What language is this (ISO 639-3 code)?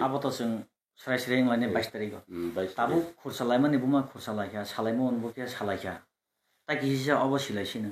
trp